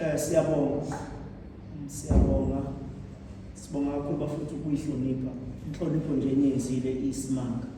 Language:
Zulu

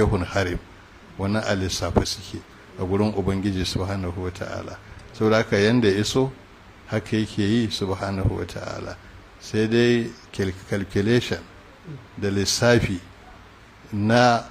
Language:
Hausa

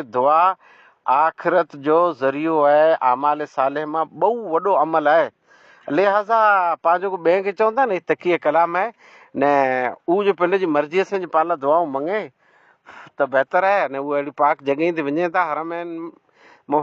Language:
Sindhi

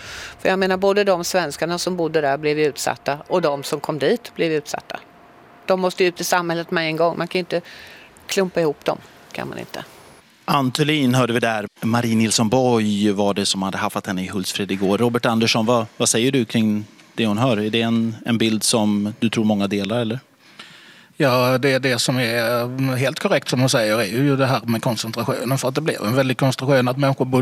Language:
Swedish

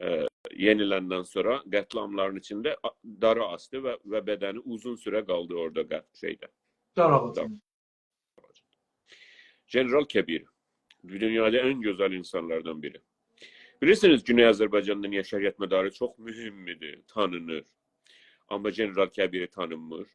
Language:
South Azerbaijani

